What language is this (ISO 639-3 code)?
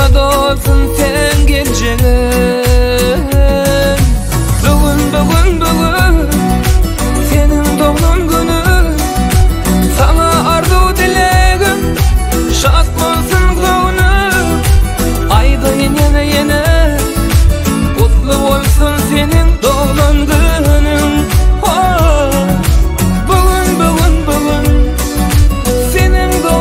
tur